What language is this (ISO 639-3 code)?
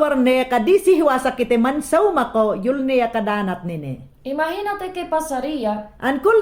yan